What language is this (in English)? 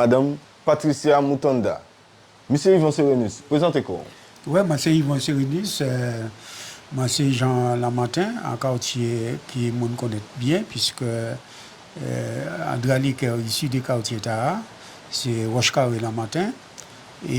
Guadeloupean Creole French